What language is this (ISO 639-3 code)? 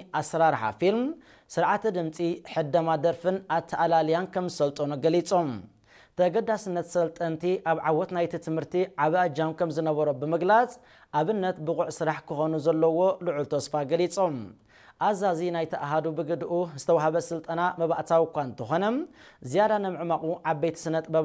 tir